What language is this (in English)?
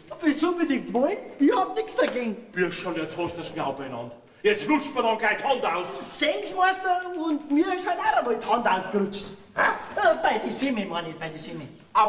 Bavarian